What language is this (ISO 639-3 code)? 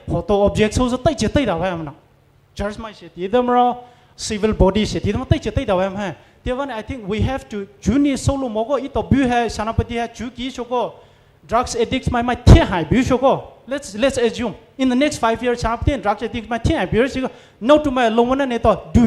pmx